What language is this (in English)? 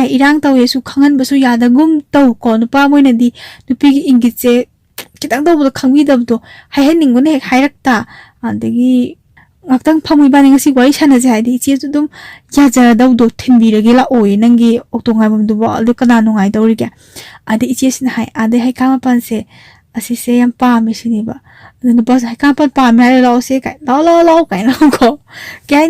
Manipuri